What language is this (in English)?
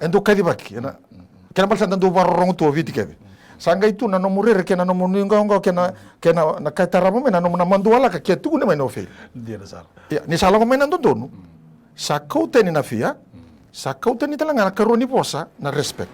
Fijian